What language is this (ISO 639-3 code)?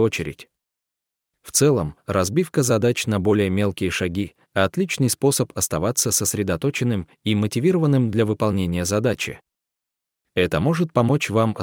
rus